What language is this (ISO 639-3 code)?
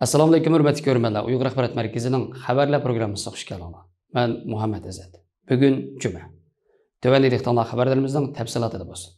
uig